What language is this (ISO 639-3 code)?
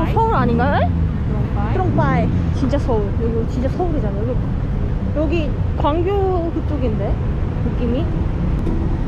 kor